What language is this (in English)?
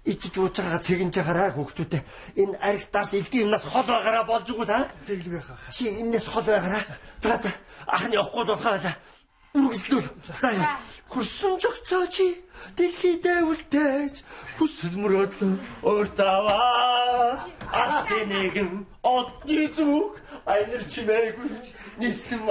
Mongolian